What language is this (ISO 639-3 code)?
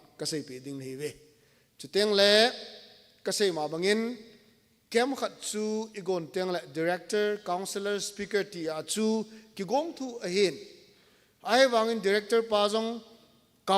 tcz